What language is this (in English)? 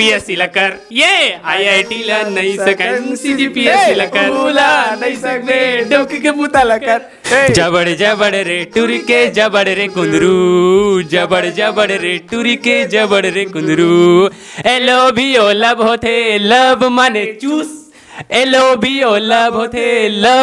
Chhattisgarhi